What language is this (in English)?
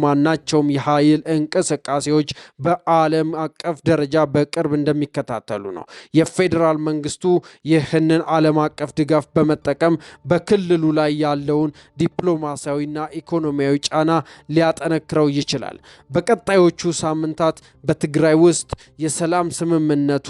Amharic